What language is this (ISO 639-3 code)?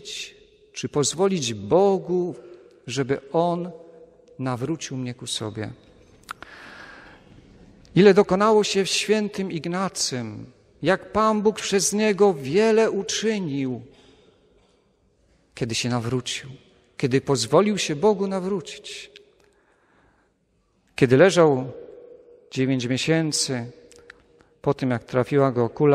pol